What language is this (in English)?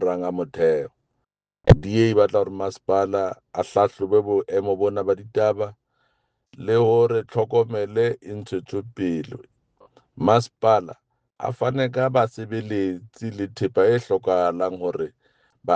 Southern Sotho